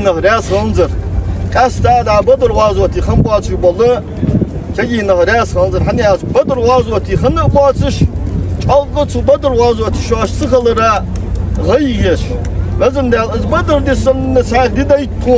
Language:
Ingush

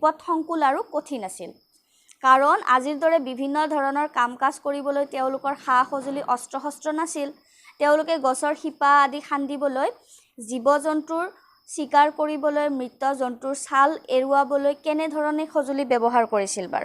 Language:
Assamese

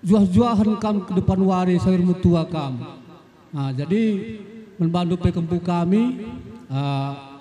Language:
Batak Karo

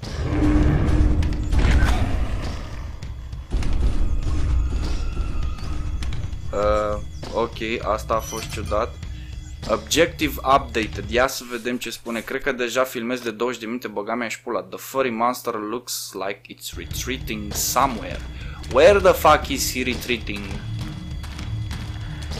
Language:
Romanian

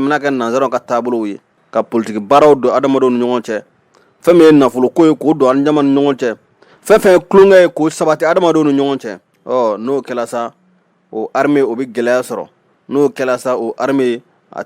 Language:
Bambara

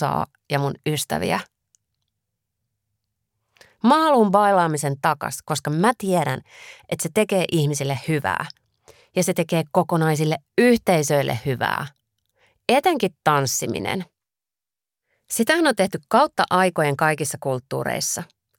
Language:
Finnish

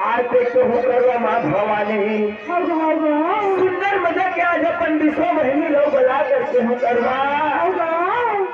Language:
Chhattisgarhi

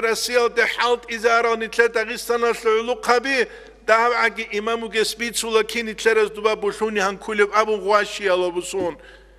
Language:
Avaric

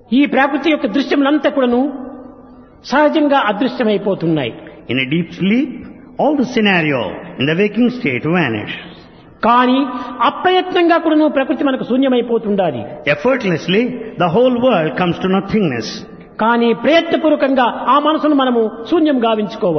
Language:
Telugu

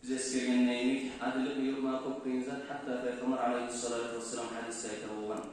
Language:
Kumyk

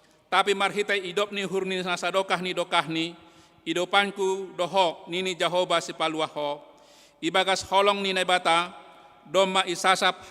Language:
Batak Simalungun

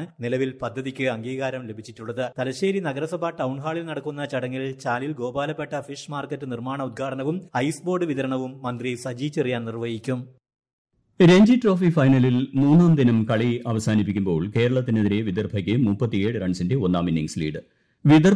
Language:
Malayalam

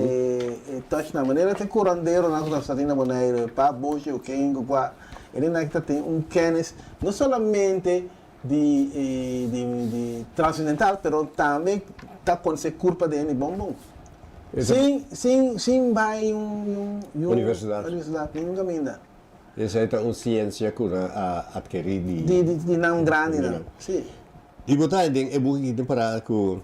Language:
Papiamento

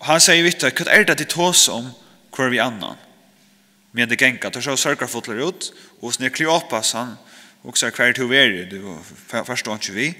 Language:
Faroese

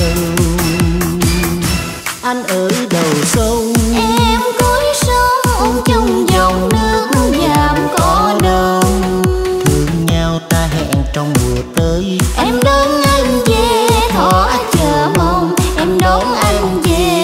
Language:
Vietnamese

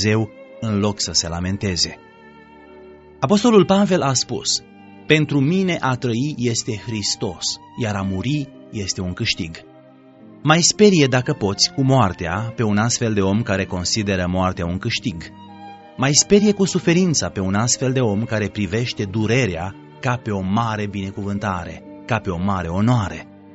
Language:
Romanian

